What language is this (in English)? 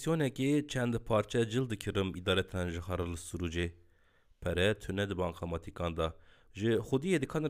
Kurdish